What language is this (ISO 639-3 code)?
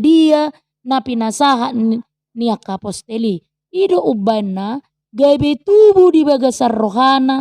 bbc